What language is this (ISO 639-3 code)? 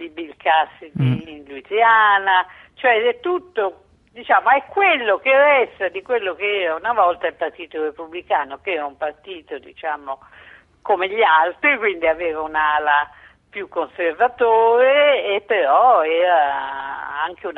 ita